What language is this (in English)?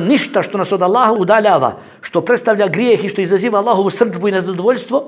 Bosnian